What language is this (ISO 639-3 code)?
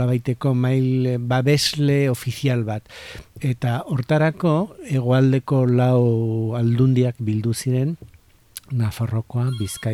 eus